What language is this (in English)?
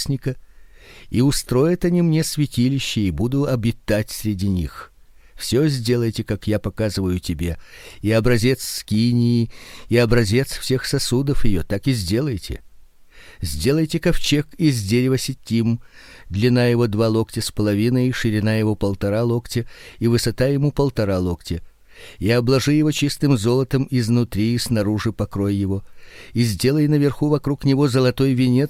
Russian